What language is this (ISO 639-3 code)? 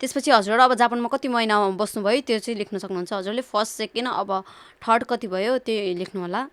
nep